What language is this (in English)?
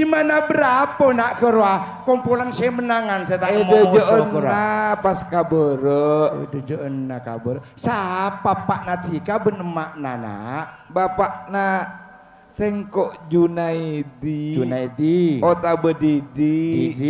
Madurese